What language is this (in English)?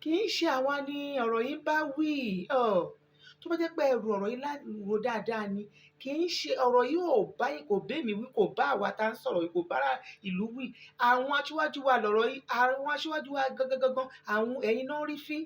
Yoruba